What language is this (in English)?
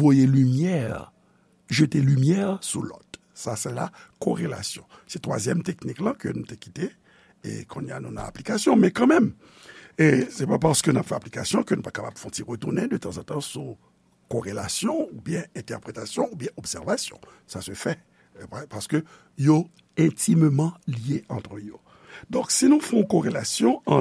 Haitian Creole